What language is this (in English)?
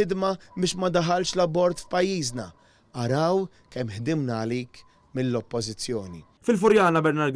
Maltese